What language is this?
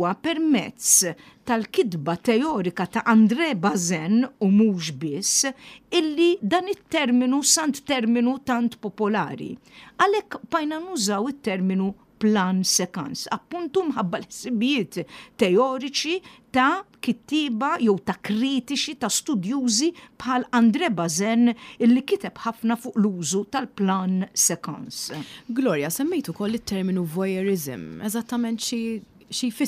Maltese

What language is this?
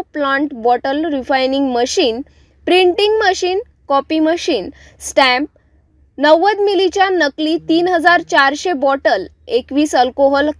Marathi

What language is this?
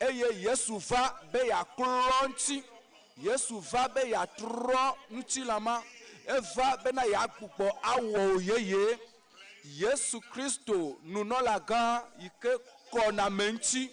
Ewe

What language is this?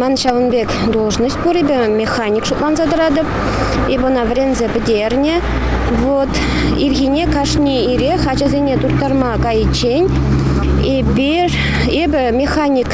Chuvash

